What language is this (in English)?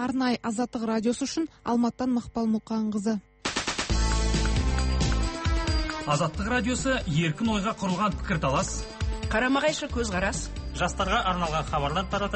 Kazakh